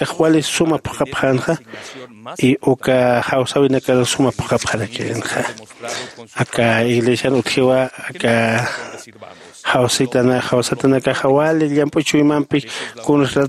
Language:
Aymara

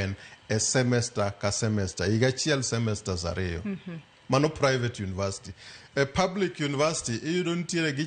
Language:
Luo (Kenya and Tanzania)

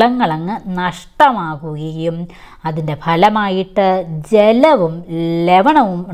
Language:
Malayalam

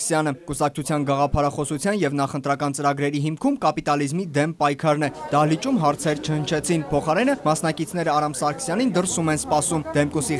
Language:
Armenian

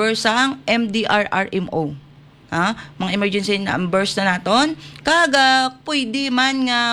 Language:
Hiligaynon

